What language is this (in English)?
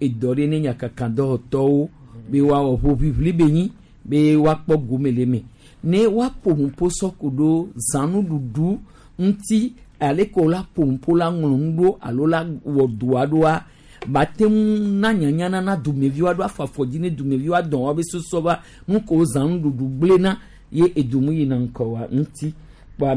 Gen